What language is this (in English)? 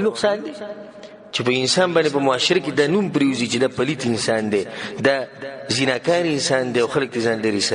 Pashto